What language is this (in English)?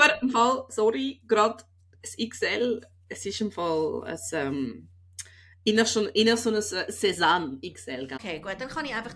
Swiss German